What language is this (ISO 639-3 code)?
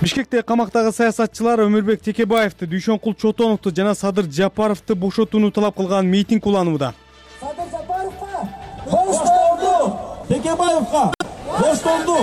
kir